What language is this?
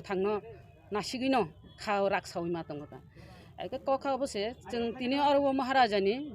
Kok Borok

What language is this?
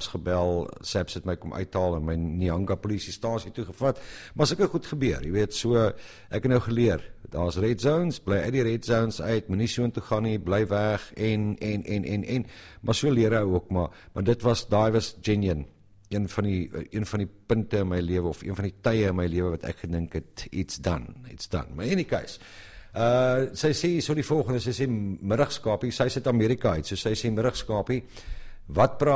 Afrikaans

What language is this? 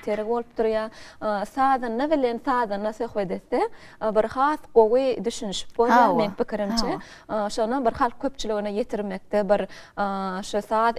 Turkmen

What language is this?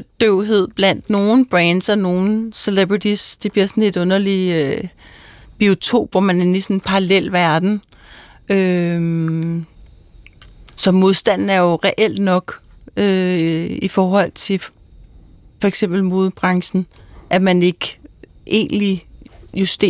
Danish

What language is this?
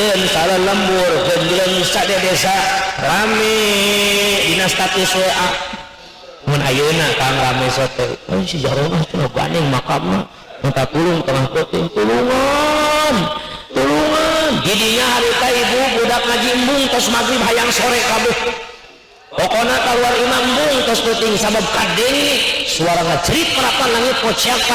Sundanese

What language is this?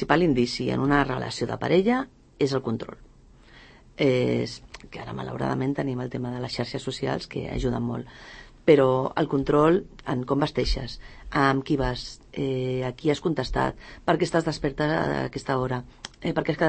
Catalan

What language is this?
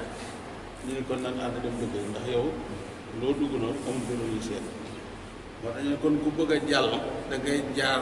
Wolof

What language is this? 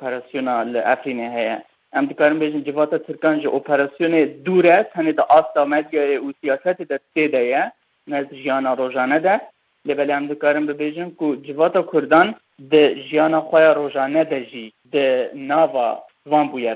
Kurdish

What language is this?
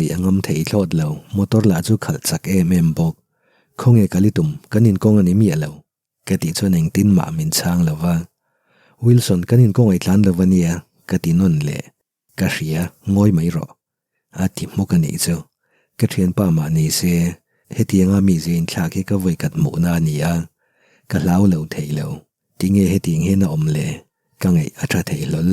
Mizo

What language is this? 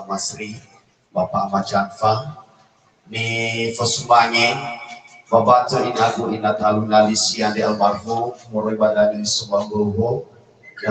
Nias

